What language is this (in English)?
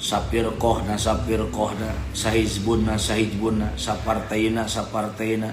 Sundanese